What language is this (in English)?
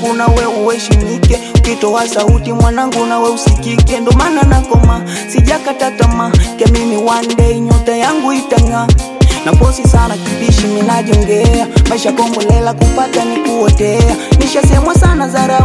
Swahili